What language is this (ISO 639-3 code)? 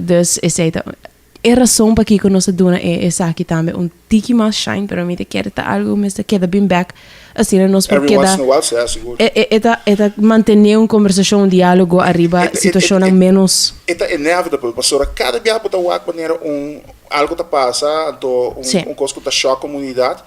pap